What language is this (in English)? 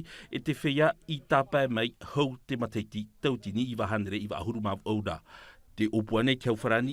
Tahitian